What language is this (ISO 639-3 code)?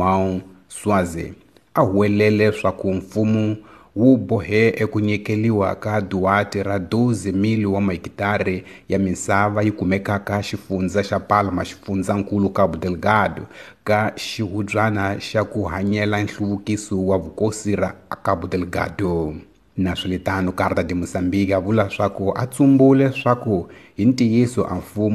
tso